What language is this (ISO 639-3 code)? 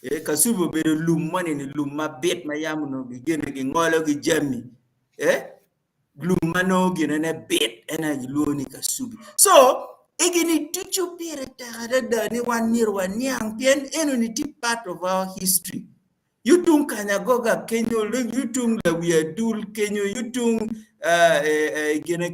ach